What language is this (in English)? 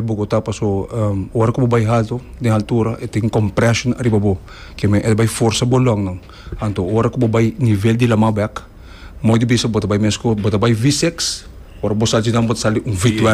Papiamento